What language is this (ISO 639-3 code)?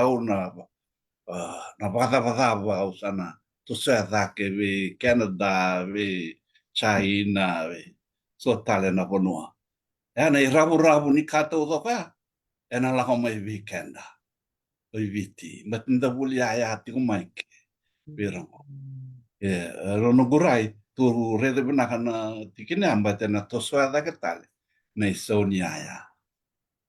fij